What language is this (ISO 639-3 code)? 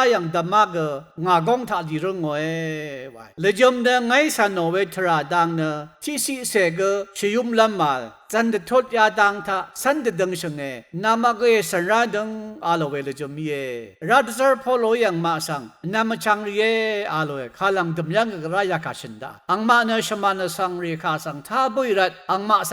raw